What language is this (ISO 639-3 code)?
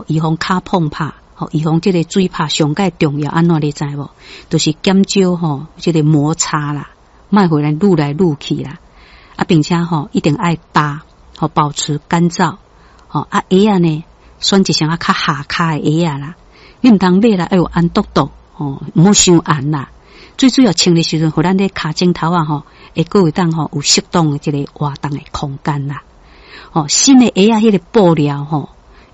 nan